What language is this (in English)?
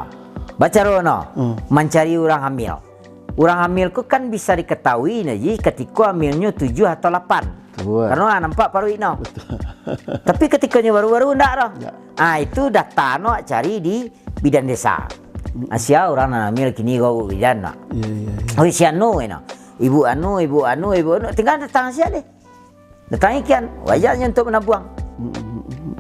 Minangkabau